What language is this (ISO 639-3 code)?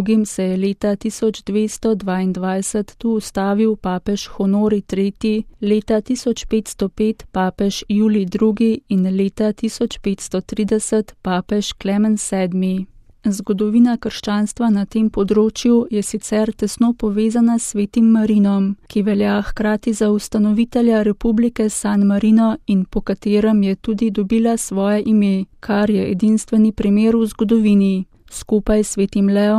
slv